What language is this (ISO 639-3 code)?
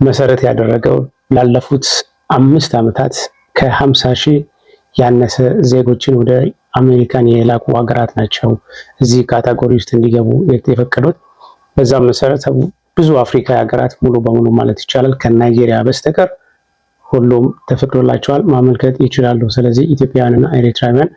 amh